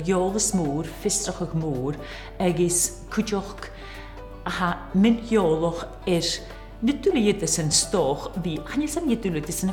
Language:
Scottish Gaelic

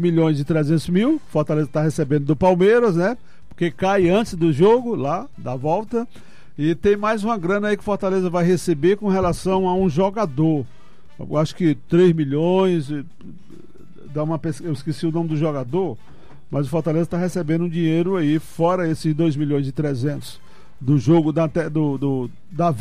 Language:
Portuguese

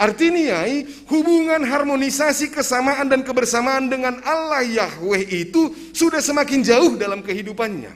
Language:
Batak Simalungun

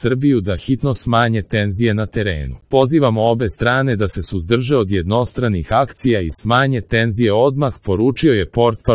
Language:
Serbian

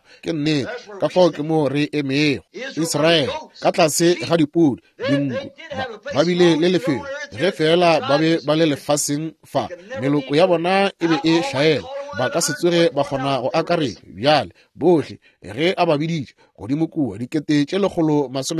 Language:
Northern Sotho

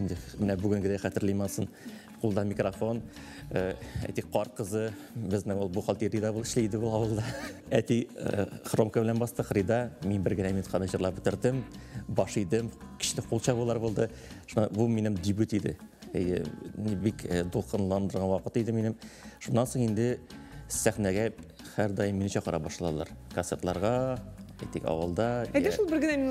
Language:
Tatar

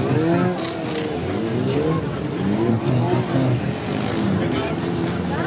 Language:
Czech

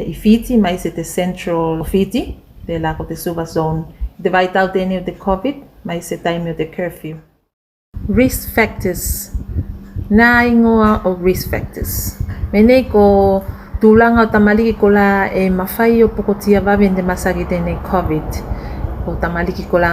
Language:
Tuvalu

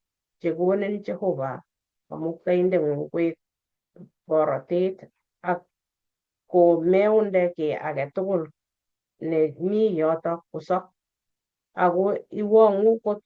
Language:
Kalenjin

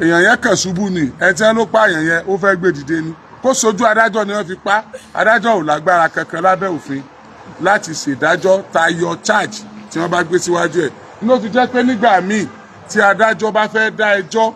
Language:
Yoruba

